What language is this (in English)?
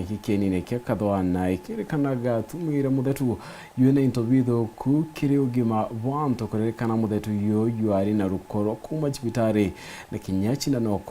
Meru